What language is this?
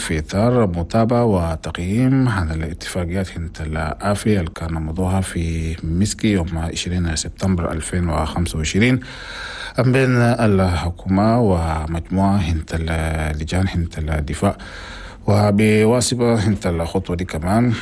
Chadian Arabic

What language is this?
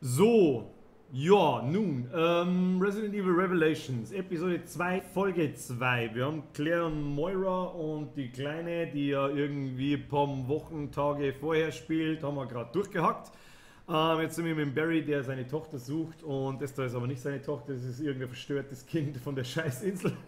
Bavarian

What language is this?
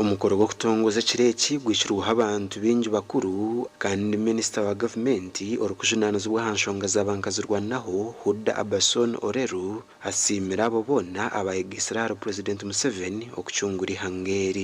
Nyankole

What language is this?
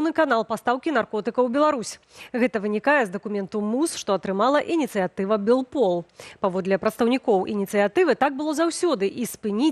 Belarusian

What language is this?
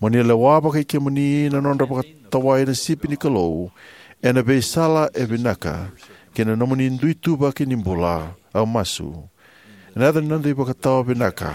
Fijian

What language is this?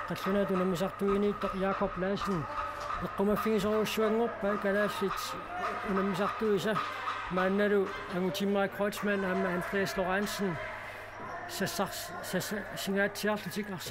Kalaallisut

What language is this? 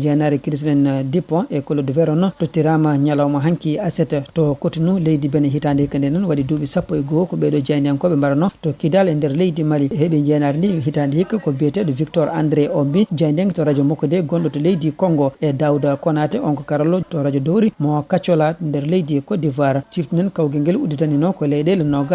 Fula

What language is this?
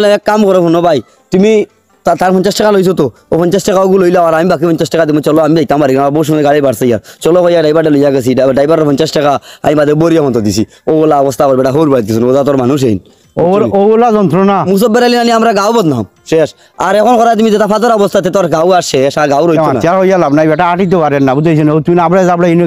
Sylheti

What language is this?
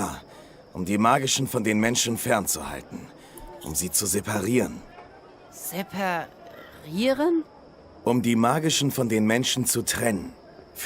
Swiss German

